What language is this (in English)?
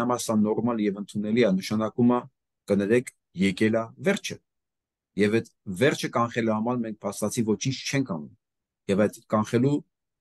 Armenian